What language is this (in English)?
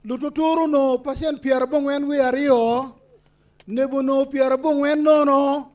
Acoli